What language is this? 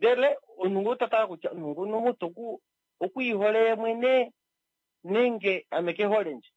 Kuanyama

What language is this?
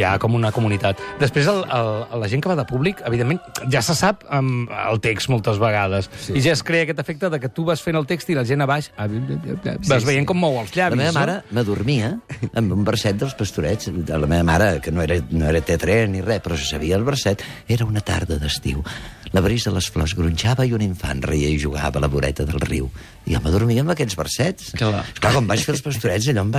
Catalan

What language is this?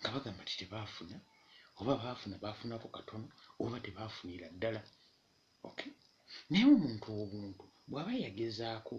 Ganda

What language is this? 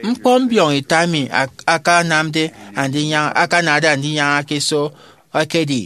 Efik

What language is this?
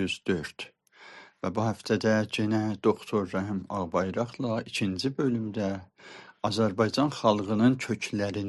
South Azerbaijani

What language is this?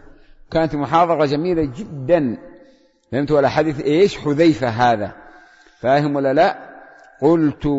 Arabic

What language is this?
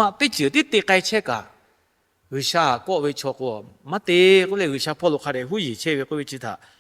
Lahu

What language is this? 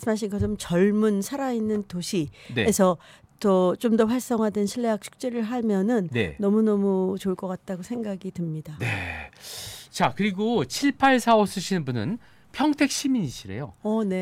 Korean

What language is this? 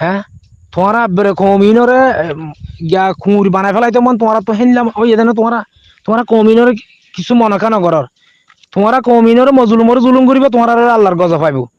Rohingya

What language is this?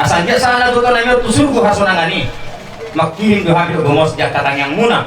Batak Toba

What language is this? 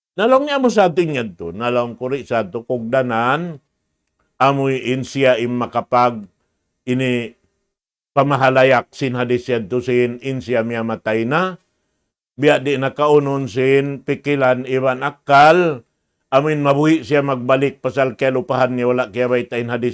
Tausug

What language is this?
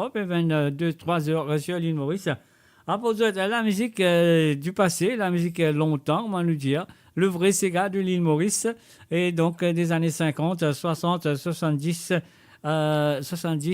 Morisyen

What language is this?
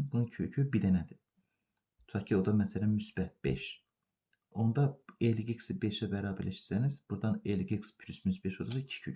Azerbaijani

